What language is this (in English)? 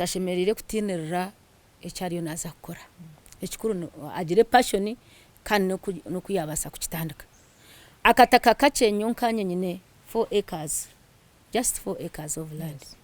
Nyankole